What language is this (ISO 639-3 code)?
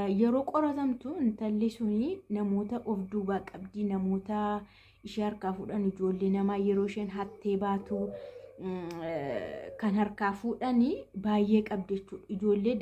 orm